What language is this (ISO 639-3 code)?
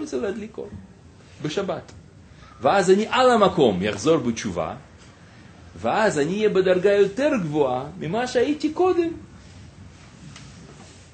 heb